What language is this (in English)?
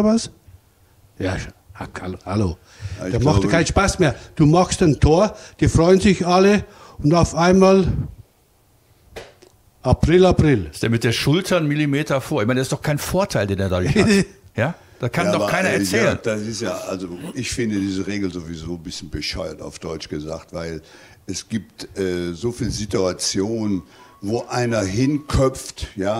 German